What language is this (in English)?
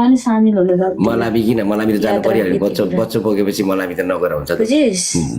Nepali